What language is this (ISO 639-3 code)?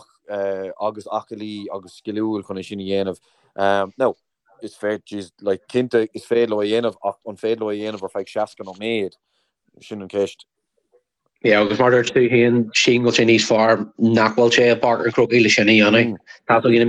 gle